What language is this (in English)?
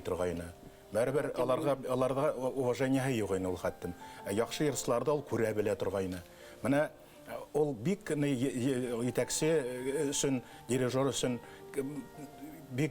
Bashkir